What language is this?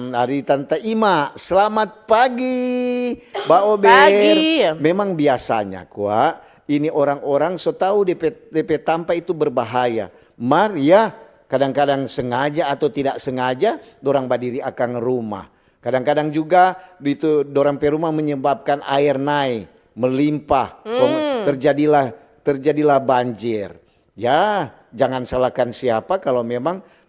Manado Malay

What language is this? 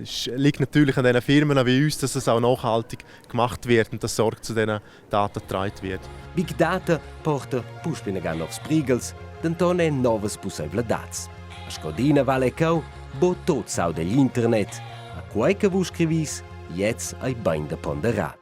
Romansh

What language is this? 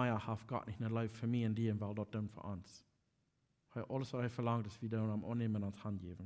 Plautdietsch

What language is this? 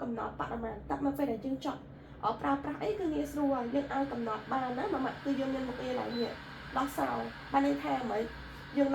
Khmer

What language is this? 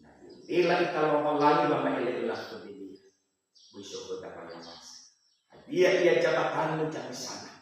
Nias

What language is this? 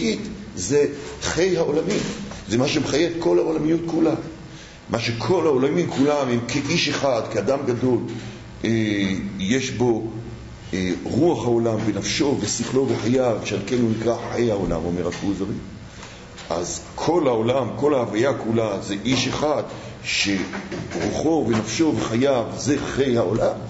Hebrew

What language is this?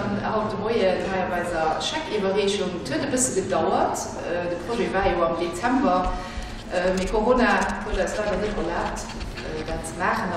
Luxembourgish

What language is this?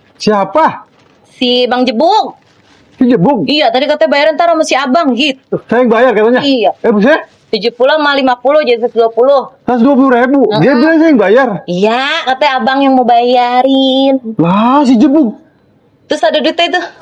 Betawi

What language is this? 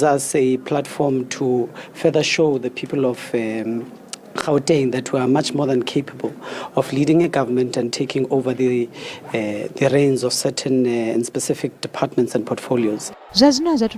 Venda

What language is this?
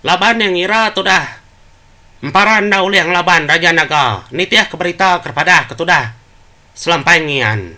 Iban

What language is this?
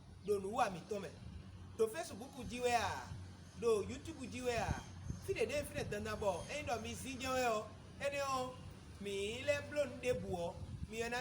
Fon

